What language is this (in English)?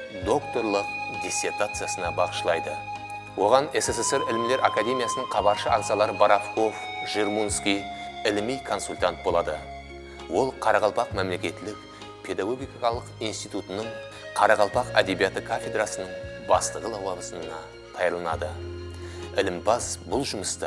Kara-Kalpak